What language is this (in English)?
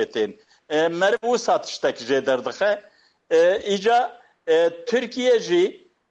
Kurdish